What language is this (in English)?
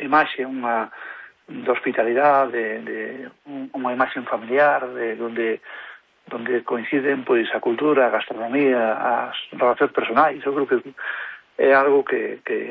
Galician